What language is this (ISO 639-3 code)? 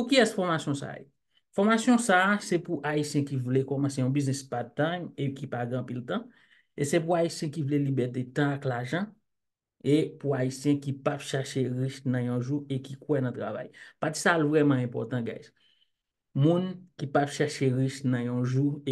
hat